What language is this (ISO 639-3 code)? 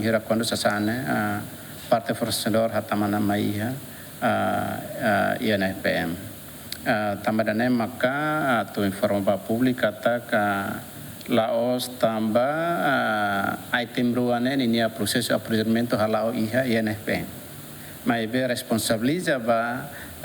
tet